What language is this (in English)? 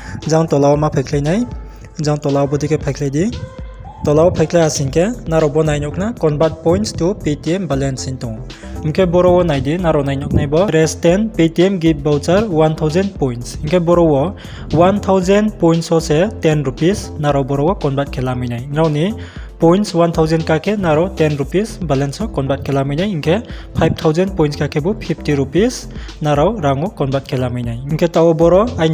Riang (India)